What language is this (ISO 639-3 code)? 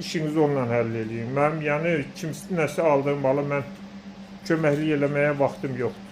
aze